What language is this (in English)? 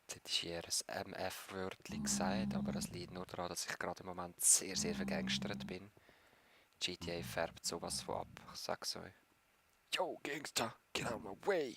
Swiss German